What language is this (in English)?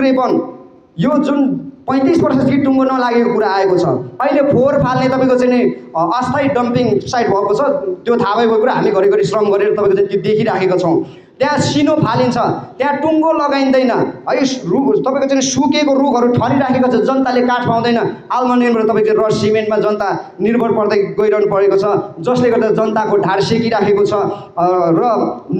Nepali